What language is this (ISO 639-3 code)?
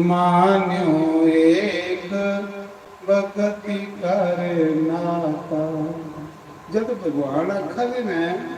doi